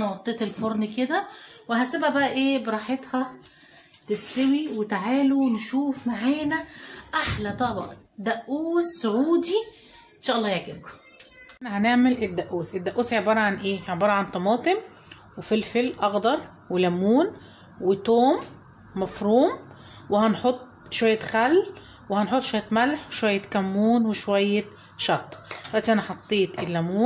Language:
Egyptian Arabic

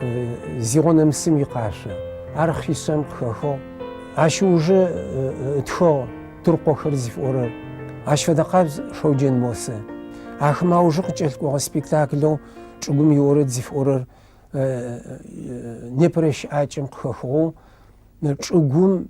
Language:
Adyghe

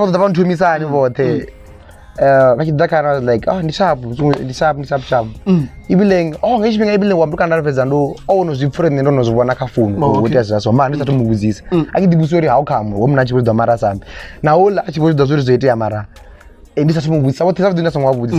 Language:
Venda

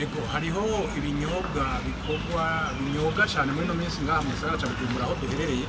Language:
Rundi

